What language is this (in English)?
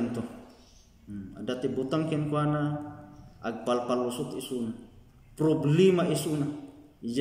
Iloko